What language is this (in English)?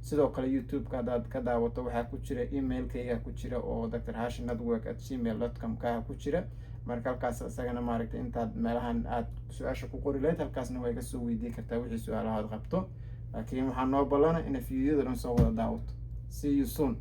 Somali